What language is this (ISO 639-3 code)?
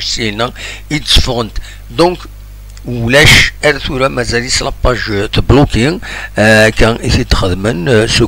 kab